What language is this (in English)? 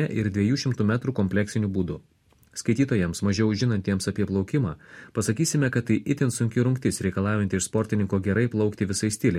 Lithuanian